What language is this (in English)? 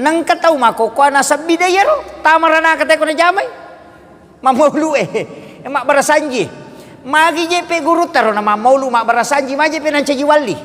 Buginese